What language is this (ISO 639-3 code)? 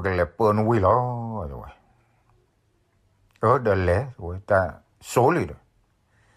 ksw